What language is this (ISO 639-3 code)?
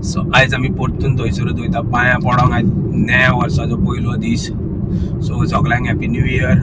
kok